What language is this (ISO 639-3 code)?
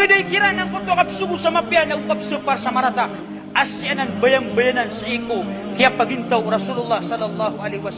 mrw